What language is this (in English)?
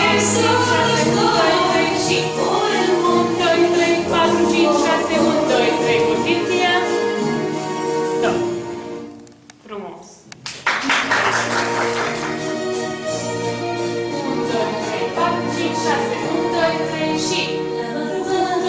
Romanian